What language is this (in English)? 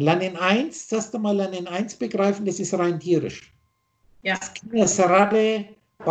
German